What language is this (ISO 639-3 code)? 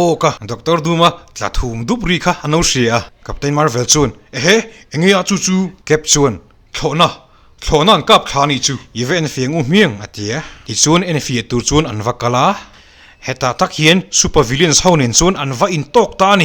lus